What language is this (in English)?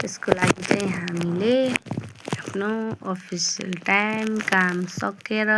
Nepali